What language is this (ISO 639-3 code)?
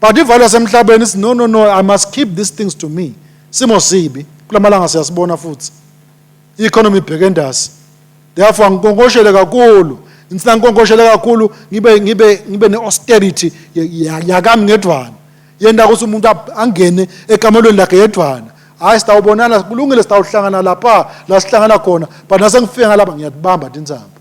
ssw